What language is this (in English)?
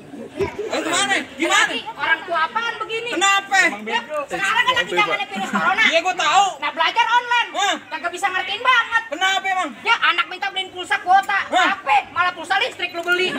Betawi